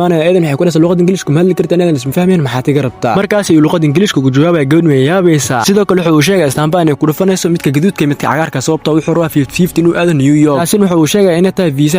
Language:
Somali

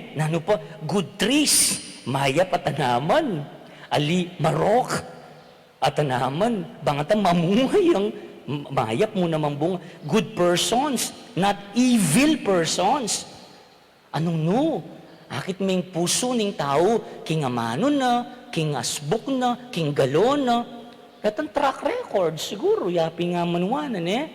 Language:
Pampanga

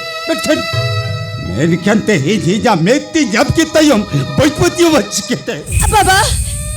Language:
Santali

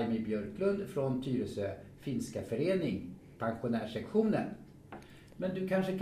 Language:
Swedish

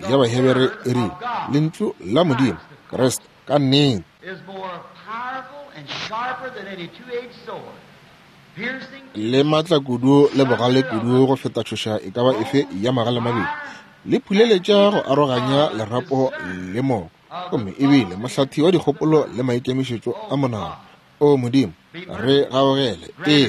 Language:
Northern Sotho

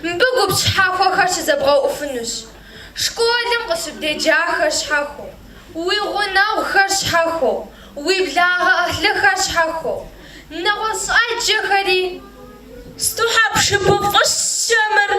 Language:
Kabardian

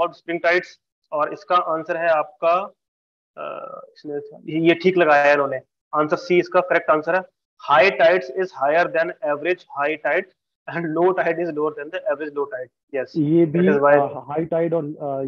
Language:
Hindi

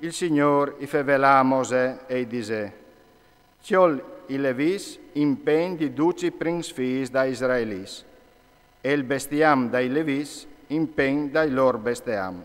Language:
Friulian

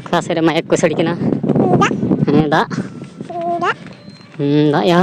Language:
Santali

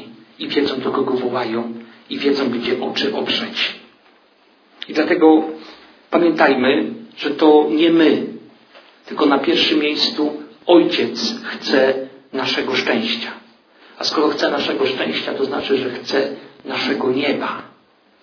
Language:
Polish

